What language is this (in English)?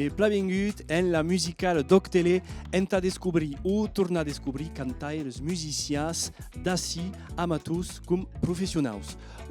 Occitan